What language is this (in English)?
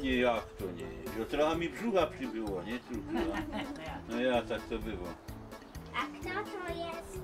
Silesian